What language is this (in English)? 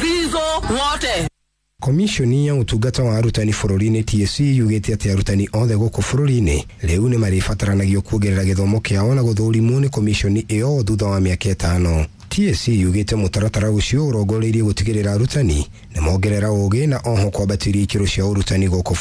Kikuyu